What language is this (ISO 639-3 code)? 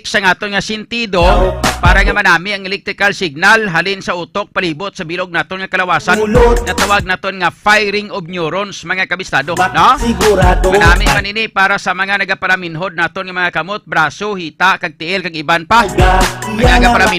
hil